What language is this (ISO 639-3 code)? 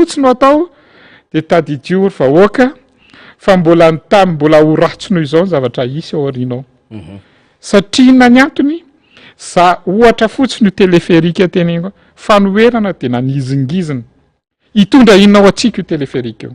mlg